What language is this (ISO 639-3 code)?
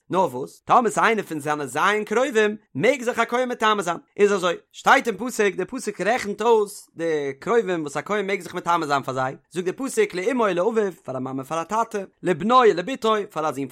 yid